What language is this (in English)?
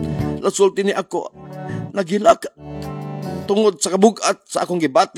Cebuano